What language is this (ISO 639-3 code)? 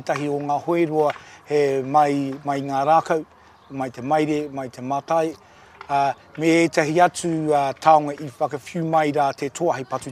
mri